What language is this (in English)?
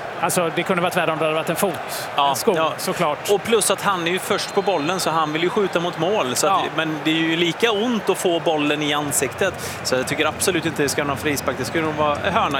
Swedish